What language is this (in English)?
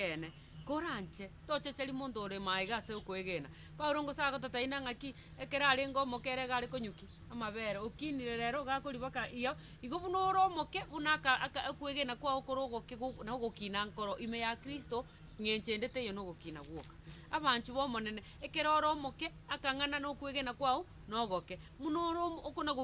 Gusii